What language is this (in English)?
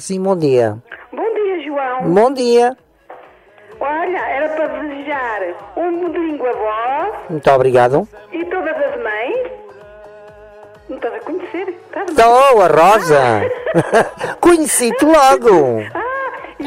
Portuguese